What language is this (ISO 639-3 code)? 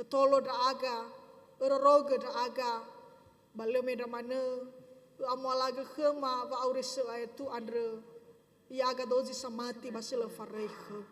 nia